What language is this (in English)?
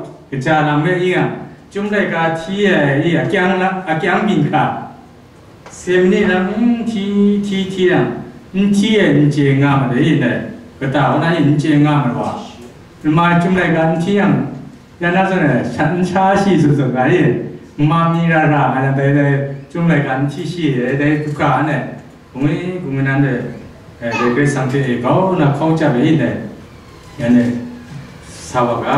Kachin